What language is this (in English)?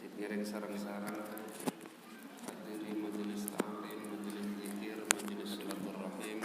Sasak